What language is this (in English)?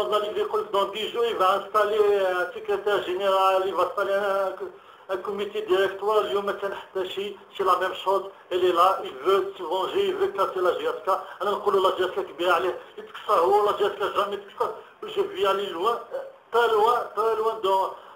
Algerian Arabic